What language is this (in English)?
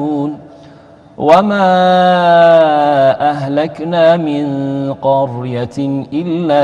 Arabic